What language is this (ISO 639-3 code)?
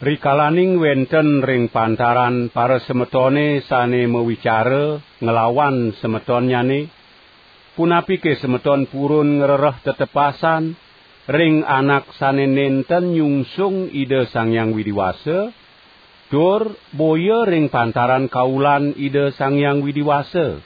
ban